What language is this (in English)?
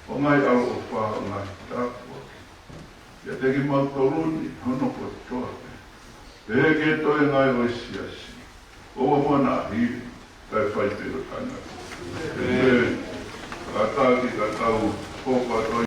Tongan